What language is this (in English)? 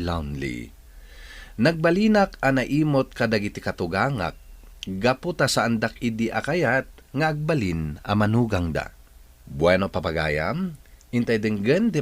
Iloko